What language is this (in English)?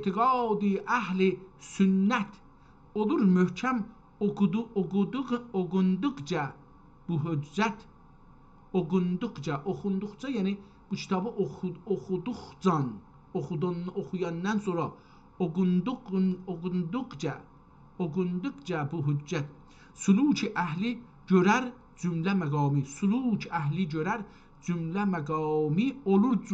South Azerbaijani